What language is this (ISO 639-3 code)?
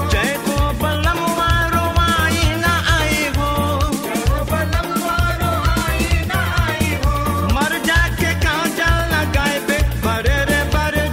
bho